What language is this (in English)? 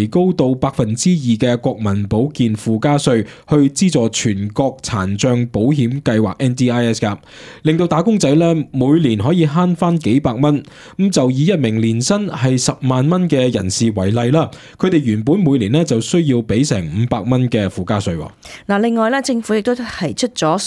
Cantonese